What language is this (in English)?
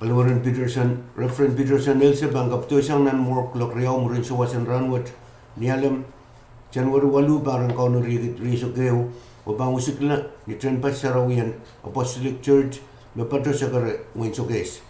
Pohnpeian